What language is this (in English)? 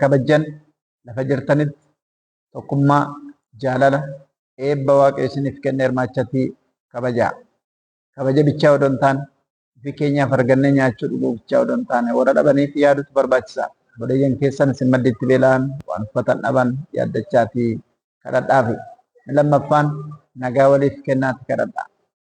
Oromo